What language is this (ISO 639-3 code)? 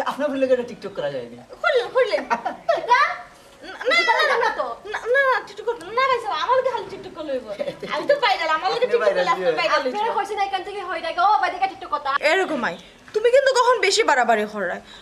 syl